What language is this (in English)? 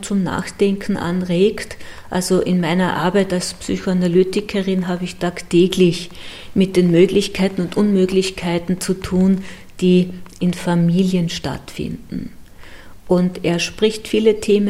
German